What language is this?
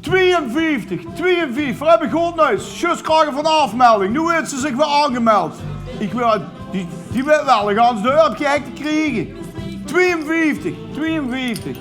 Limburgish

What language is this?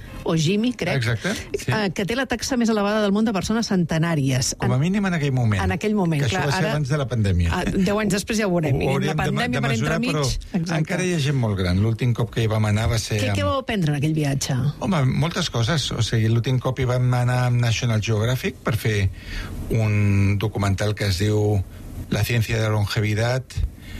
Catalan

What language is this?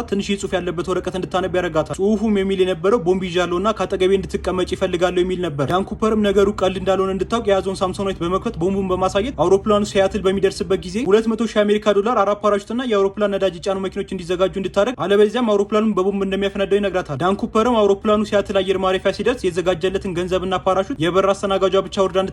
Amharic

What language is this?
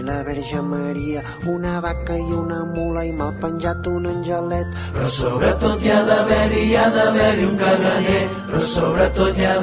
Catalan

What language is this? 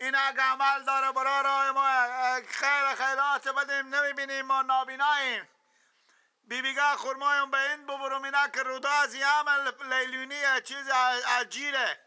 Persian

